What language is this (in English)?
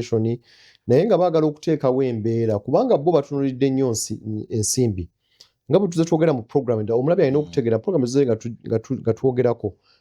Ganda